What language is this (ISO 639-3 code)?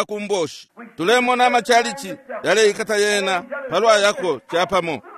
bem